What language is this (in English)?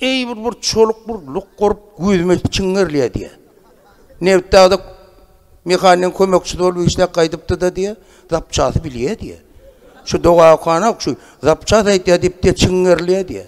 Turkmen